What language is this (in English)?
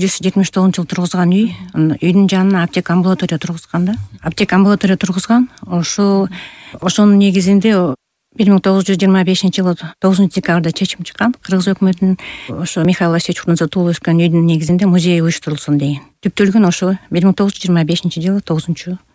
Kyrgyz